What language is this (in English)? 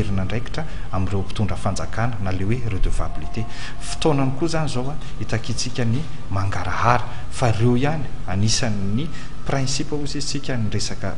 Malagasy